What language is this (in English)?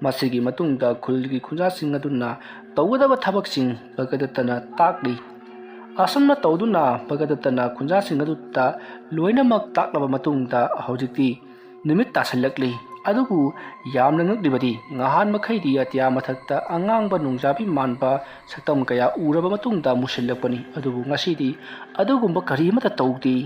Manipuri